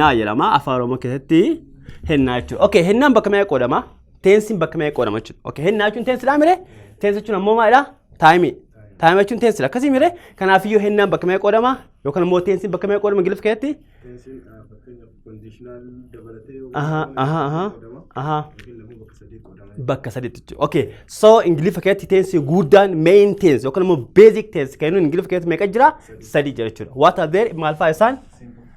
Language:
Oromo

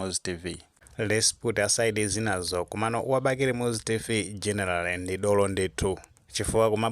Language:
Nyanja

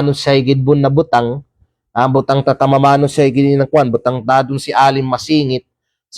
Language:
Kalagan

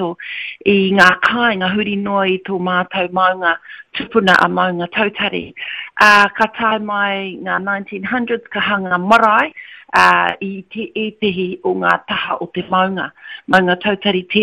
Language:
Māori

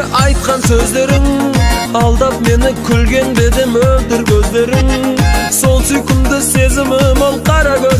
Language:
Kazakh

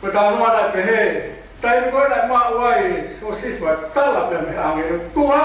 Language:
Tongan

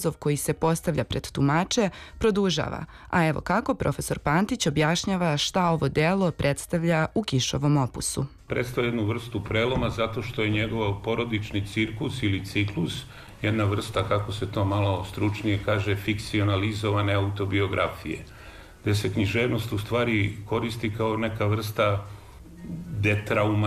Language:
Serbian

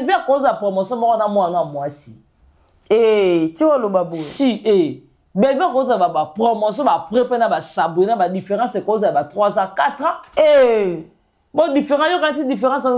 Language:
Lingala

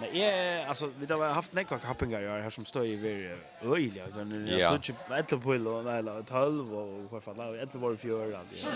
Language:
Faroese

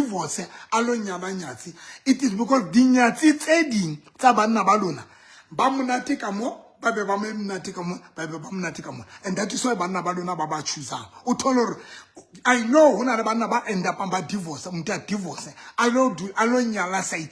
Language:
Southern Sotho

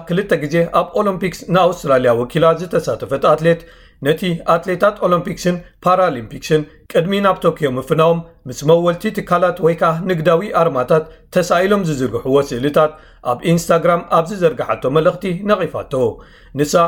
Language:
Tigrinya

